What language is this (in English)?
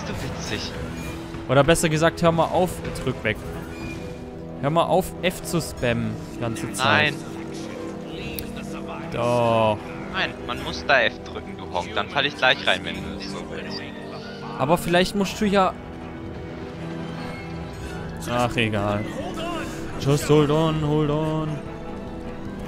German